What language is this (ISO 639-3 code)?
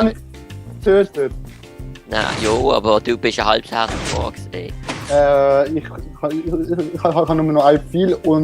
gsw